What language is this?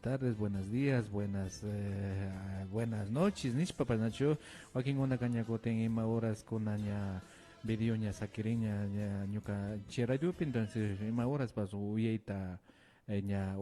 Imbabura Highland Quichua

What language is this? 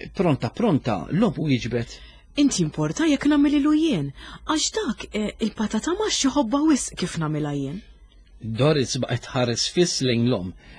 Maltese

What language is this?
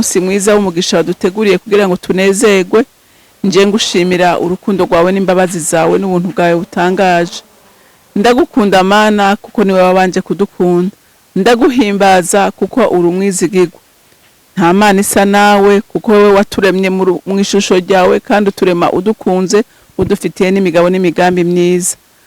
Rundi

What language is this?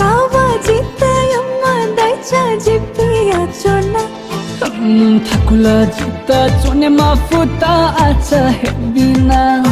Newari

